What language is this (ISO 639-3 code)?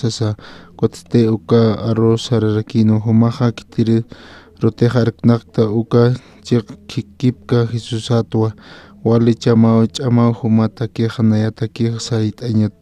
aym